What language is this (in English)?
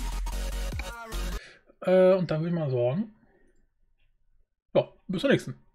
German